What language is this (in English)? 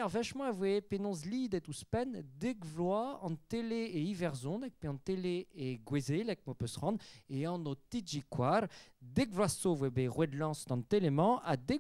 Breton